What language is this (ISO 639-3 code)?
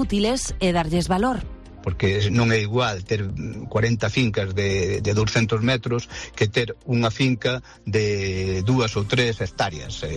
glg